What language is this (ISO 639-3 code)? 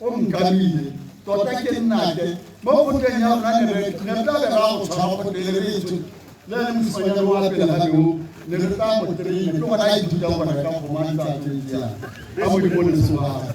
tsn